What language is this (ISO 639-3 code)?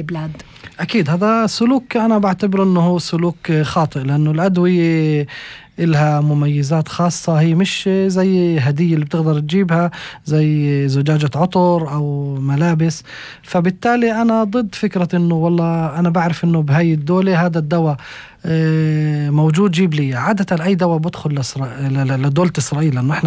apc